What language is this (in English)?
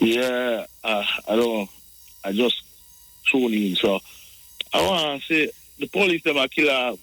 Jamaican Creole English